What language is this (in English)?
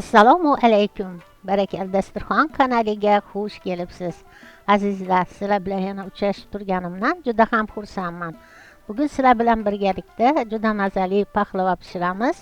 Uzbek